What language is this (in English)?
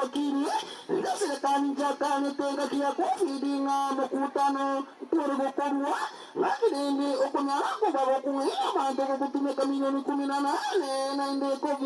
Gusii